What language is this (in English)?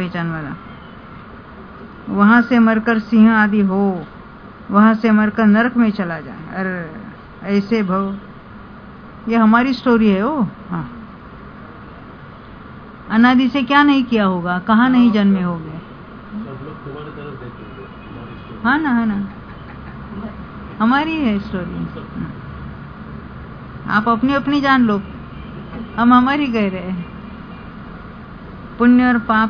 Hindi